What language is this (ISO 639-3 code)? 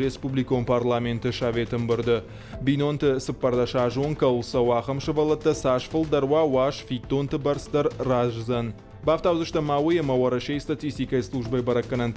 oss